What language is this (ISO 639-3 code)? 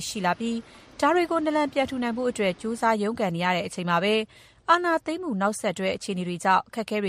mya